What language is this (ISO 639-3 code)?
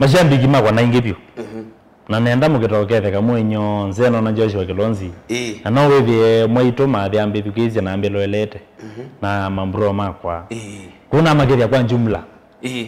kam